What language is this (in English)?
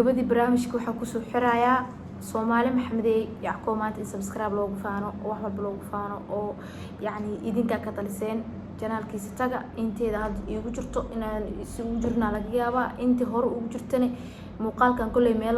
Somali